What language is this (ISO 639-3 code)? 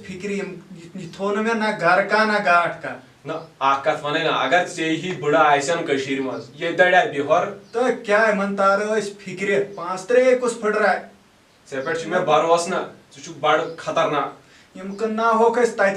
kas